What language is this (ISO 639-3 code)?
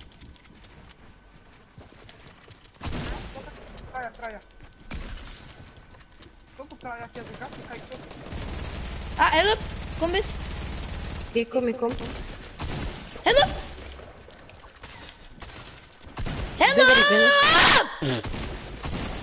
nld